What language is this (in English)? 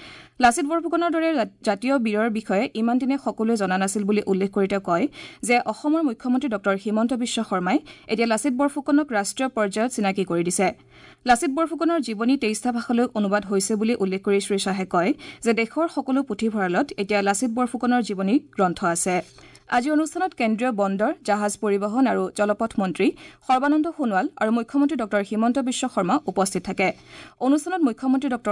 Assamese